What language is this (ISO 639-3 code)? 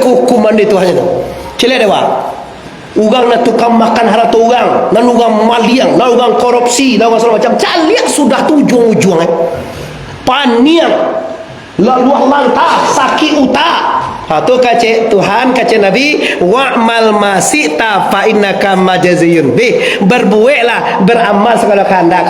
min